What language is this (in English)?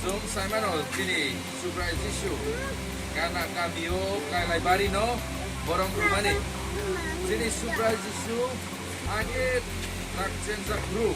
Riang (India)